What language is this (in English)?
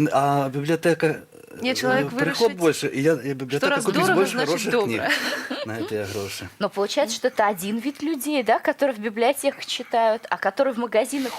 Belarusian